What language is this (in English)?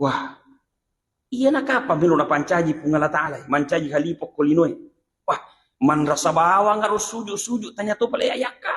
Buginese